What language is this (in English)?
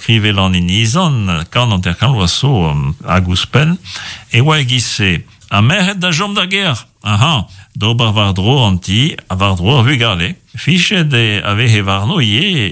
Breton